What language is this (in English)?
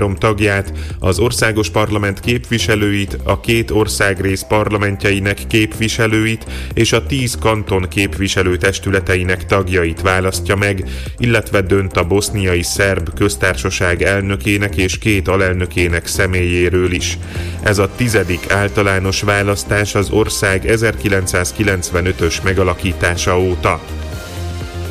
Hungarian